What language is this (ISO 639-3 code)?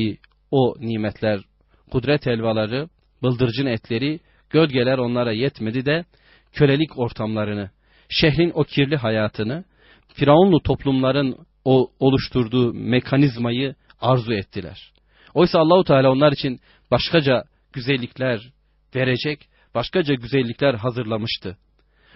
tur